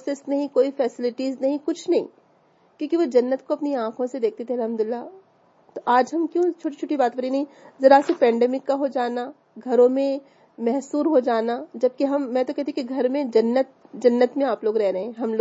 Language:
Urdu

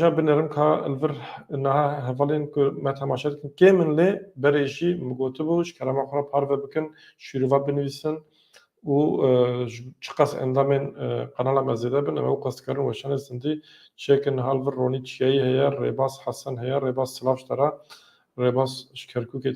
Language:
Kurdish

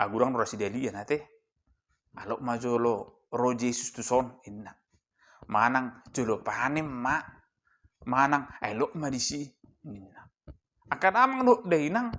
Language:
Batak Toba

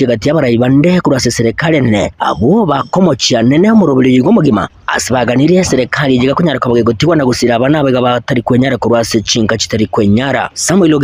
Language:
Gusii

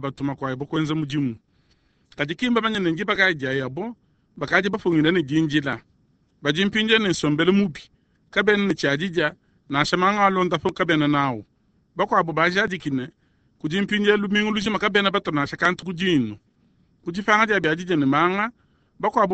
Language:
Luba-Lulua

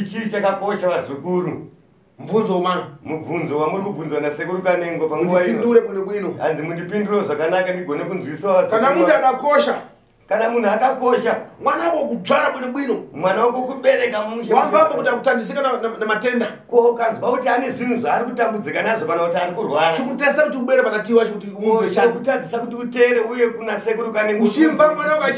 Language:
Shona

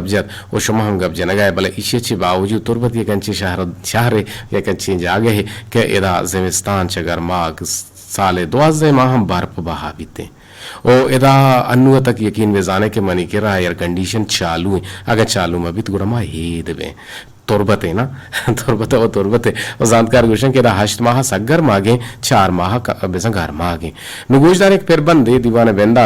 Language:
Eastern Balochi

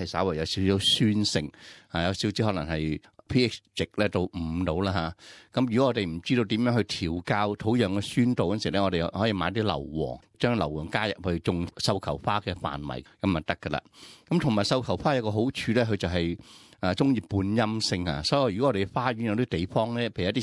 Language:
Cantonese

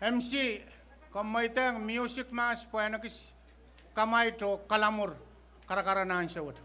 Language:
Pohnpeian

